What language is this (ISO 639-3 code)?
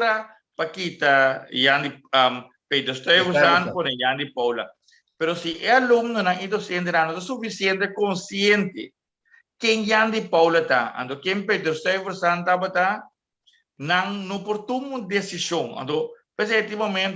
pap